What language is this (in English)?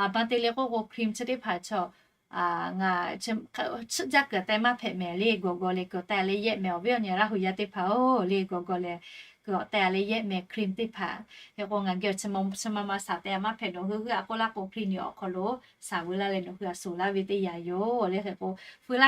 Lahu